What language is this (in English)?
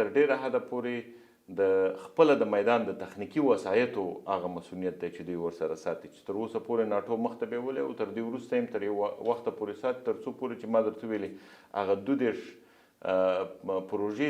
Pashto